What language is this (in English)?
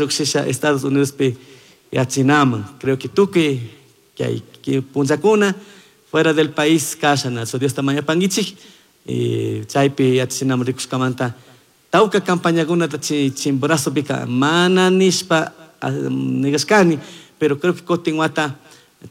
Chimborazo Highland Quichua